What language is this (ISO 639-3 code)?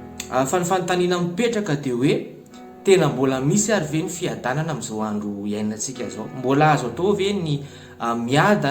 mlg